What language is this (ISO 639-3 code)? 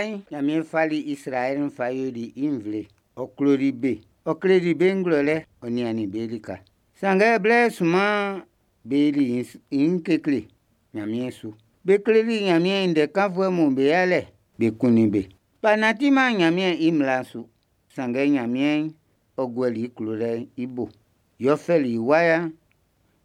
bci